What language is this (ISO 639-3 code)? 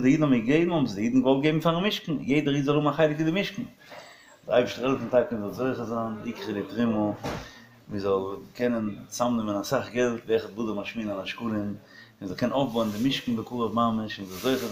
yid